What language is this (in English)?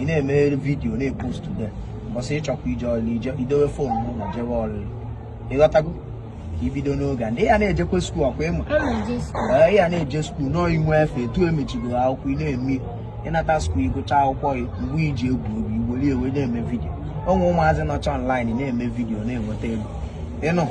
Igbo